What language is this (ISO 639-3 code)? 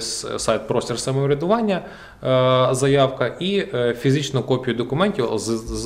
ukr